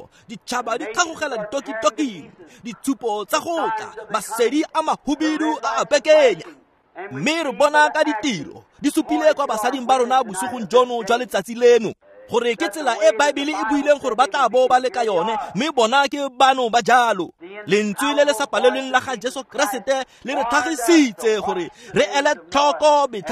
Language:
Tswana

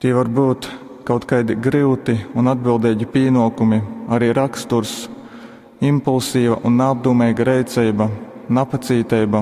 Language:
Latgalian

